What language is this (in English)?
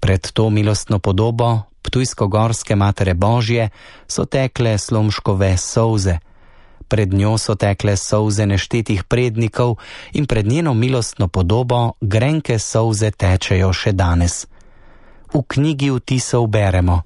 Slovenian